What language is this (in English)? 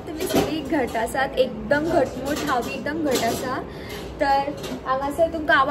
Konkani